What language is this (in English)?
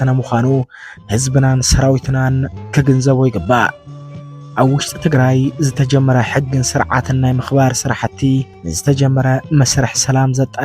Tigrinya